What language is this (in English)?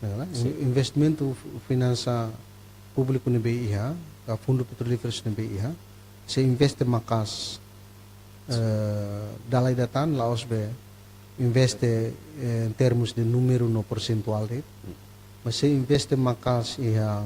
Tetum